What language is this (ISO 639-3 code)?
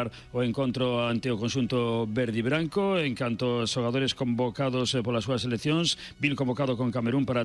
glg